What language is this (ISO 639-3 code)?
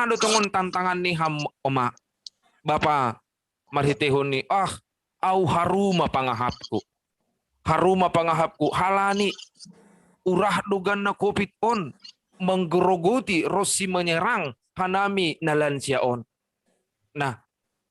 bts